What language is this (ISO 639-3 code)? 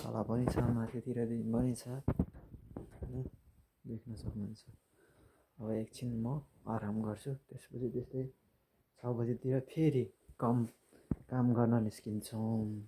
nep